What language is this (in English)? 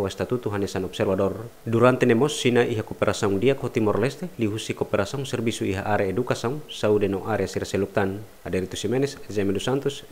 Tetum